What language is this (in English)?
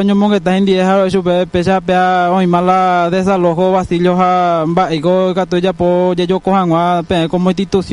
Guarani